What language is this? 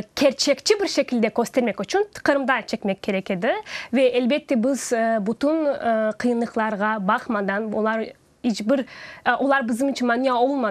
Crimean Tatar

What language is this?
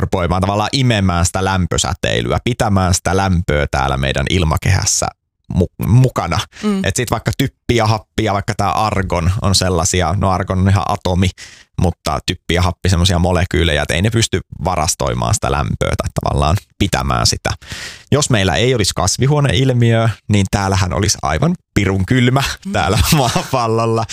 Finnish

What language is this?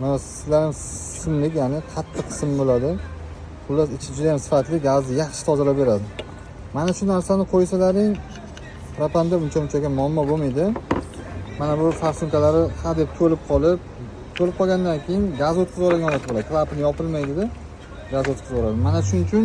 Uzbek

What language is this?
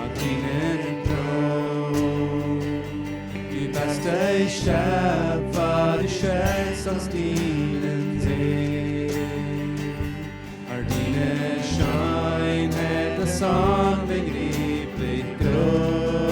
Plautdietsch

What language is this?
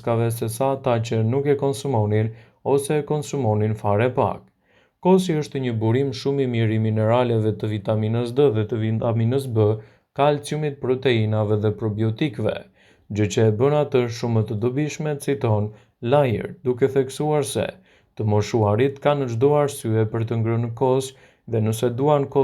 Albanian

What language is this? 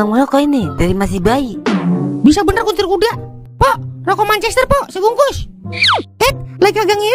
Betawi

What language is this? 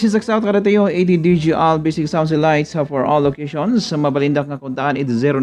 Iloko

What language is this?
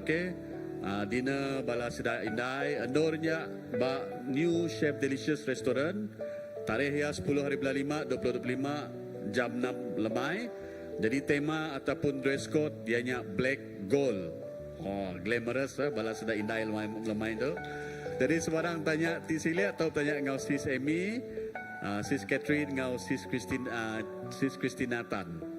Iban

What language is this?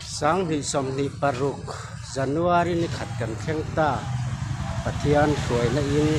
Mizo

